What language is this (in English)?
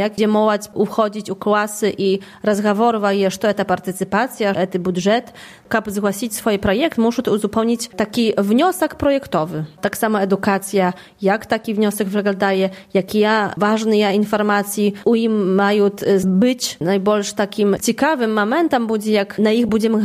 Belarusian